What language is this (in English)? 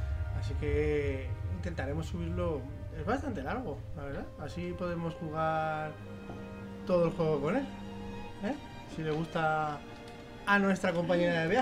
Spanish